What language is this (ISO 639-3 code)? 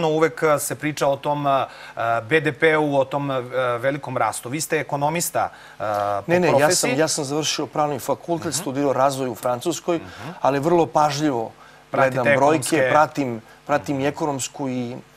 srp